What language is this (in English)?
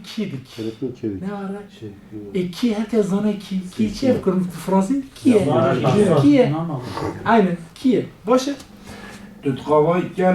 Kurdish